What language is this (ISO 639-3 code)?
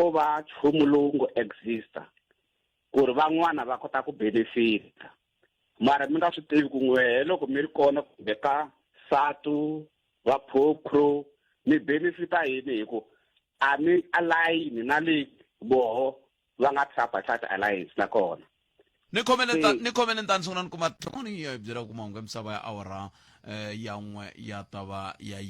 tso